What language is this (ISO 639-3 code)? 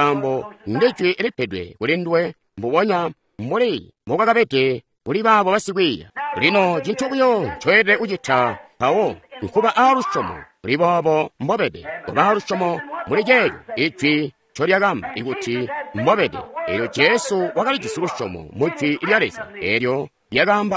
toi